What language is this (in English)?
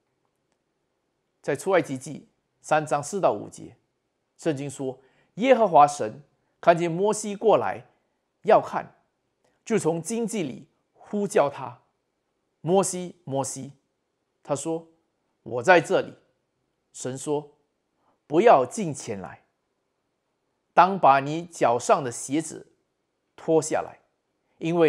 Chinese